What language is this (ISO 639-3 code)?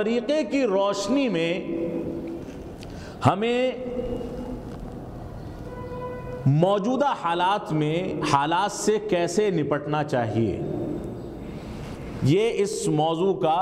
urd